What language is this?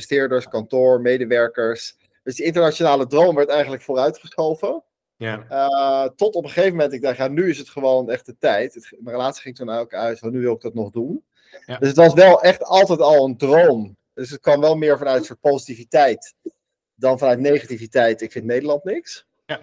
Dutch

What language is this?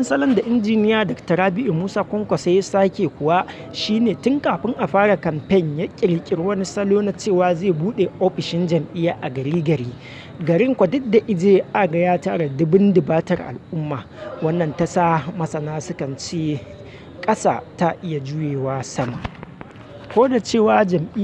Hausa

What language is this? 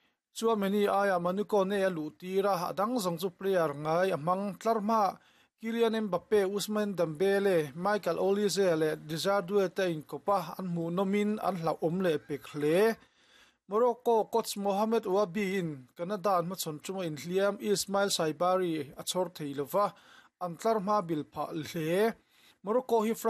Mizo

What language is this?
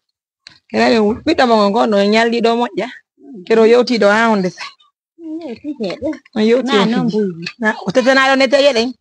Pular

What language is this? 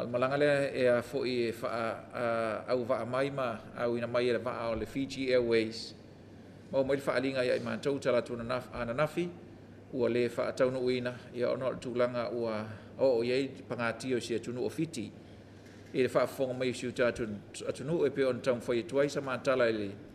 Samoan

